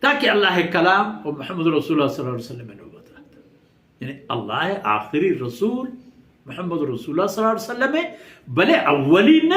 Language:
Baluchi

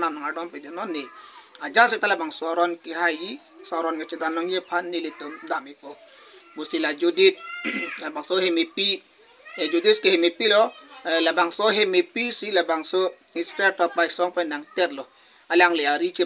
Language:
Karbi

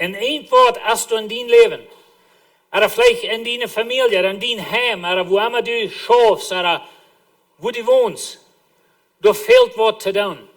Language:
Plautdietsch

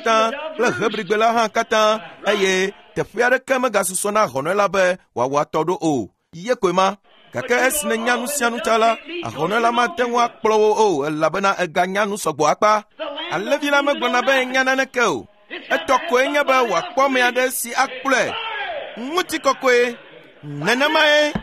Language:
Ewe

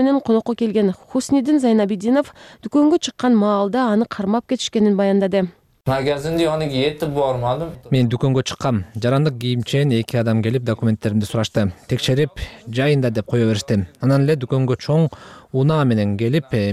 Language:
Kyrgyz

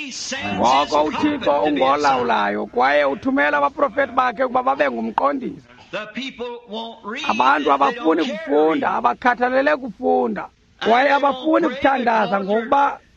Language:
Xhosa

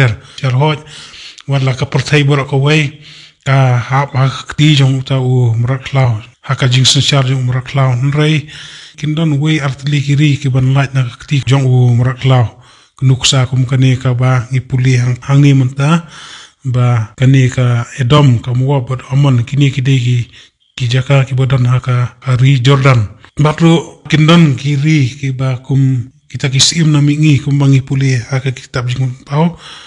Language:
Khasi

